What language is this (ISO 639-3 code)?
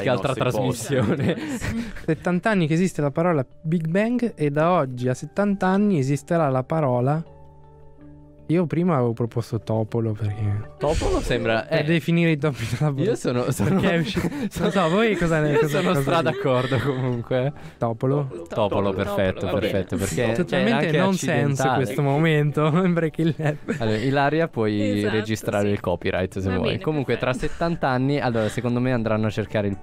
ita